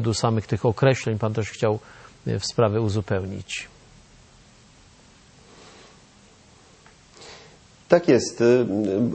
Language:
Polish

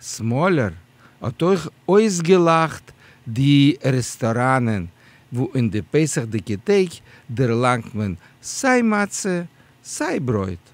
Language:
Yiddish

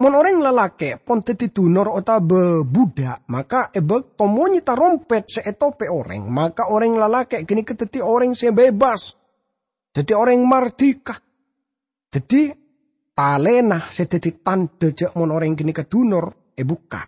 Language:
Madurese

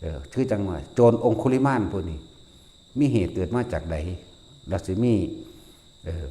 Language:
Lao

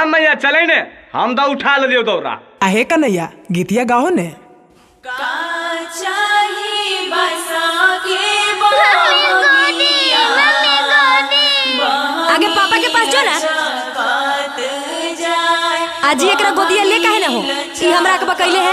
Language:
Magahi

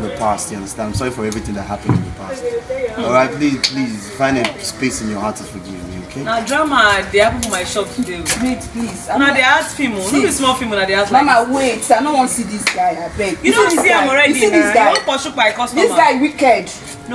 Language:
Nigerian Pidgin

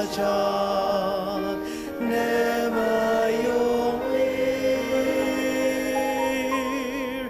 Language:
Ao Naga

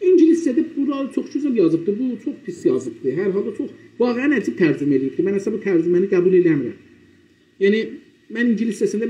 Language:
South Azerbaijani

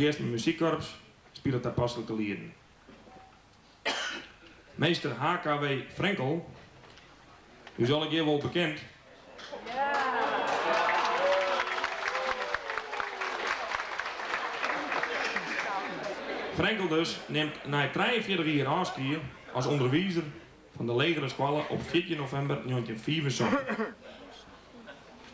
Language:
Dutch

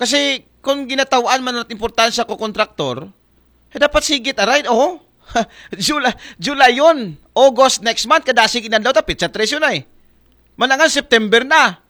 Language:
Aklanon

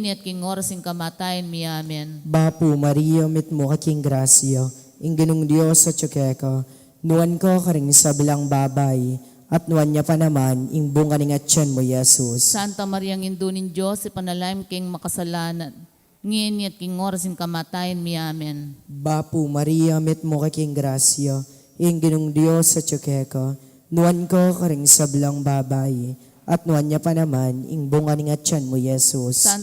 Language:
Pampanga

